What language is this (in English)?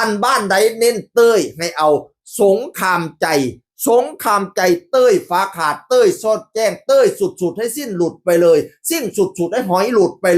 Northeastern Thai